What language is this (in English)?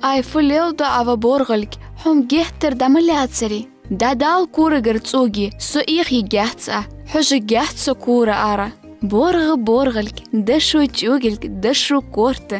Ingush